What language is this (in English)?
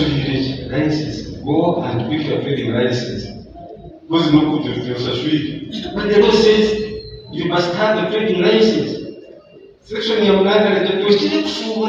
Nyankole